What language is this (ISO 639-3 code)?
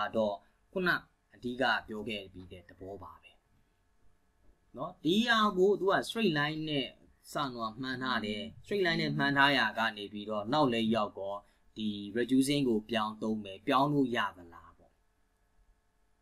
mya